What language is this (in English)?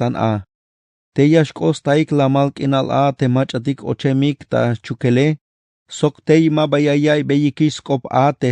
Tzeltal